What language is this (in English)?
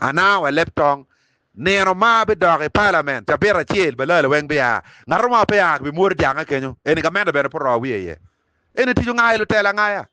Acoli